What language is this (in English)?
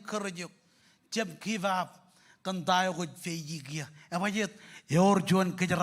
Marshallese